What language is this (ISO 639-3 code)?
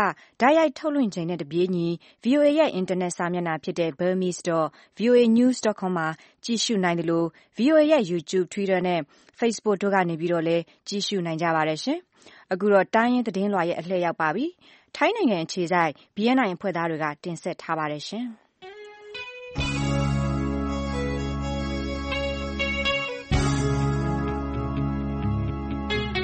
mya